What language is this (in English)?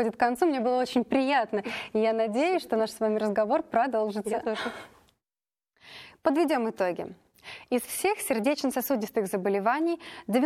Russian